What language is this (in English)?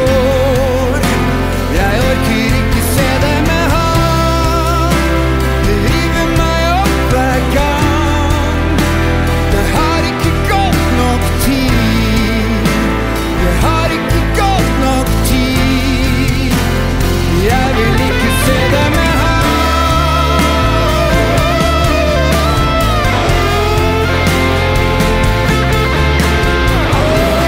Norwegian